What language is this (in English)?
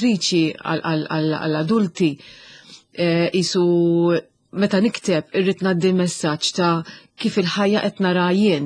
Maltese